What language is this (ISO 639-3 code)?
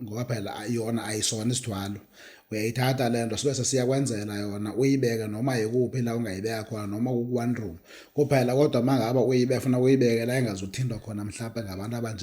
zul